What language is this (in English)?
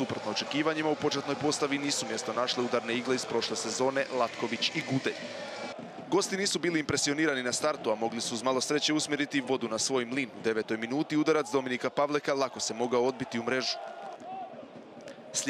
Croatian